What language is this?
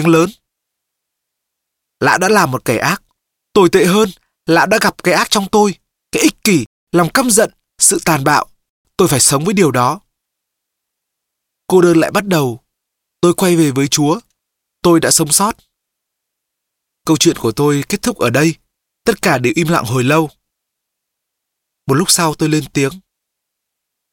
Vietnamese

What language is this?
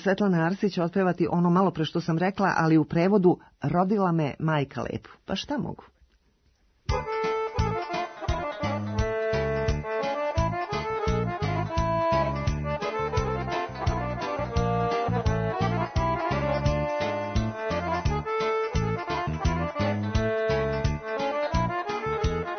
Serbian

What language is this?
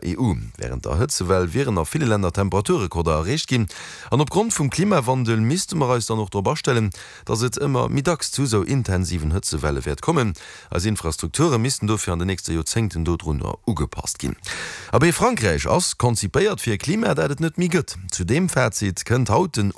Luxembourgish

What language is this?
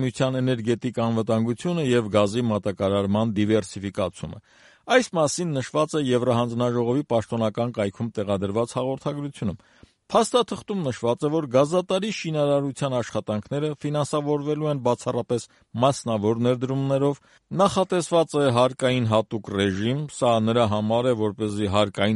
Armenian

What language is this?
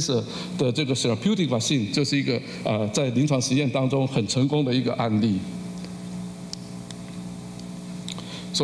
Chinese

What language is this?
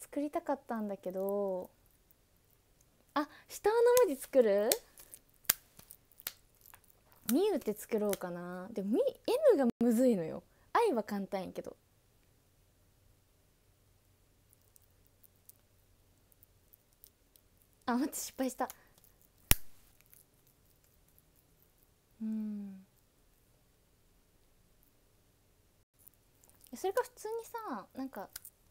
Japanese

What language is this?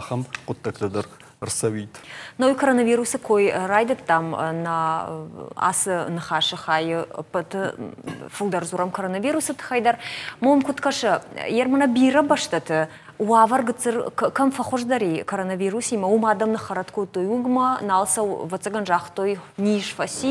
Ossetic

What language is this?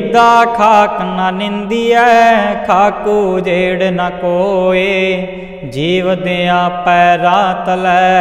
Punjabi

